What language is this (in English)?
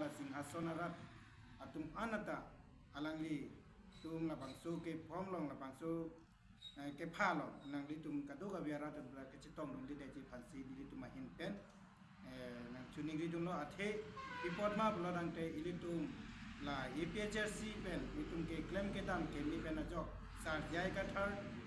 Karbi